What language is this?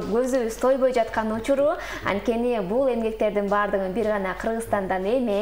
Kyrgyz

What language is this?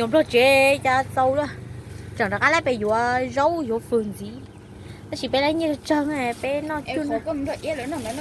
Hmong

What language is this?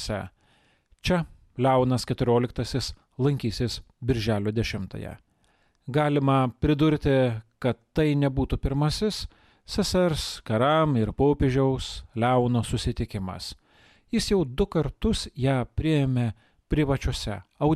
Lithuanian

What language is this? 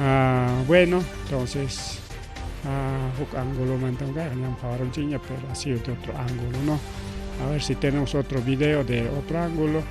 Ayacucho Quechua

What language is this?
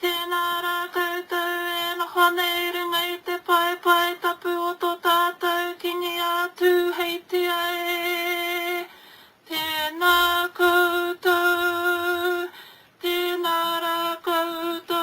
Māori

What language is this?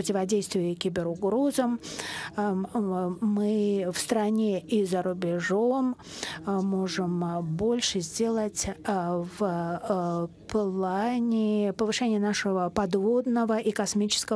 Russian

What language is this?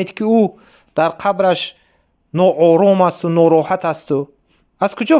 Tajik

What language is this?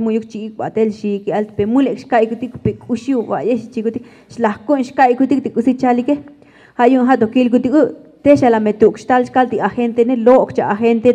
Tzotzil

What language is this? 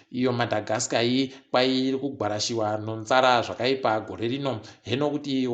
Ndau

